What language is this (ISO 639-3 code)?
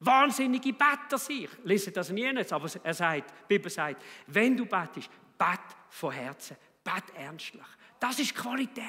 gsw